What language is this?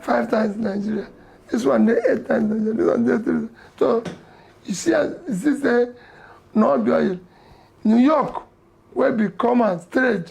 Nigerian Pidgin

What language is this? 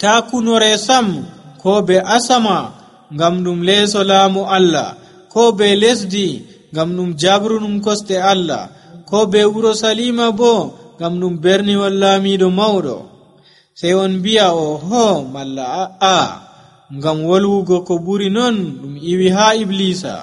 Nigerian Fulfulde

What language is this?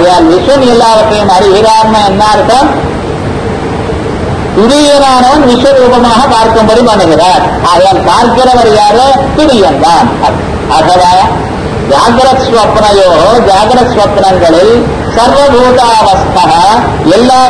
Tamil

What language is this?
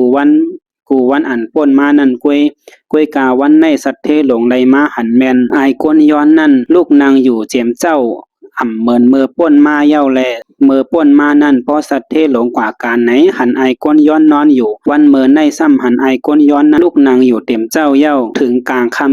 Shan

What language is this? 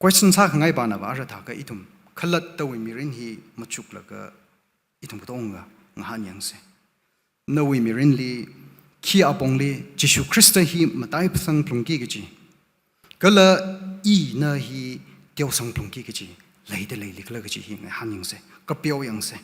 Tangkhul Naga (India)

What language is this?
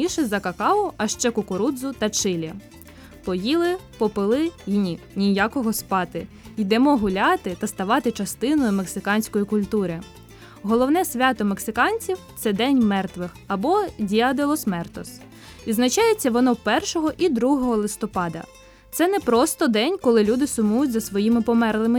Ukrainian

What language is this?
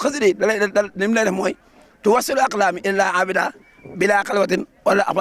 Wolof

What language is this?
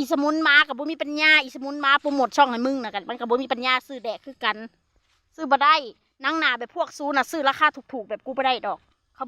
Northeastern Thai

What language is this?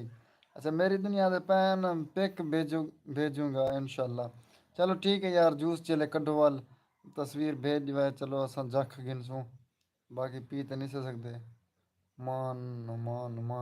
Saraiki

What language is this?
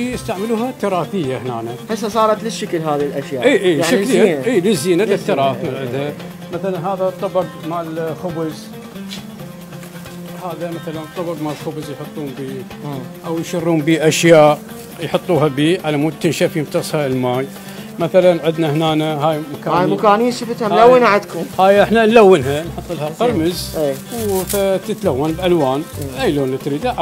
Mesopotamian Arabic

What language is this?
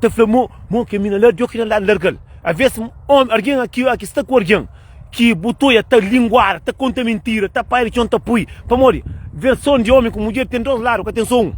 Kabuverdianu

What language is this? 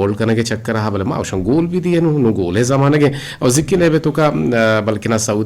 Eastern Balochi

